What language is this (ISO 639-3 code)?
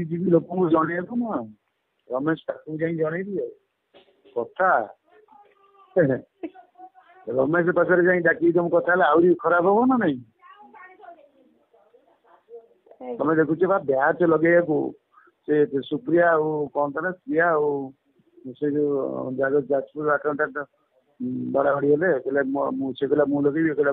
ori